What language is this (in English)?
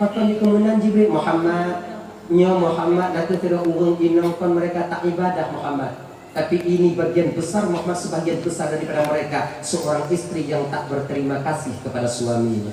Achinese